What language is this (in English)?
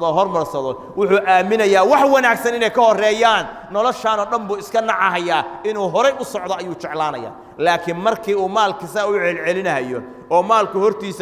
Somali